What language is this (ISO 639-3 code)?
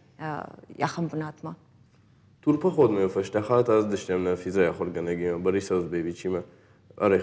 oss